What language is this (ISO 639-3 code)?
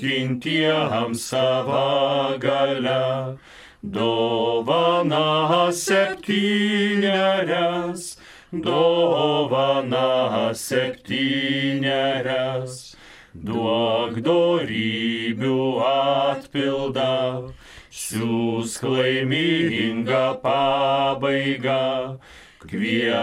lit